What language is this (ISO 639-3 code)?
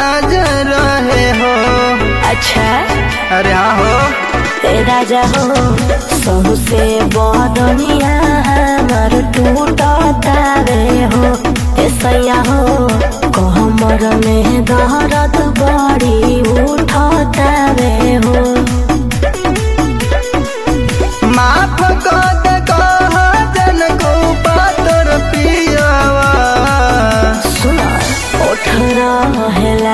bho